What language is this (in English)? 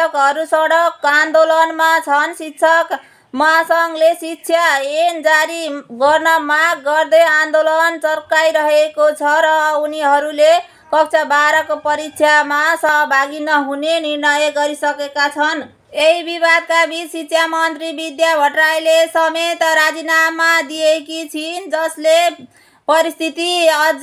Nepali